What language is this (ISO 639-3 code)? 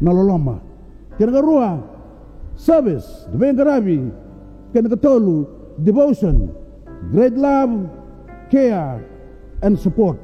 fij